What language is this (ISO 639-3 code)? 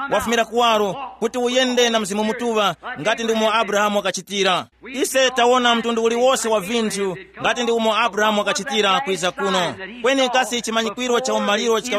tum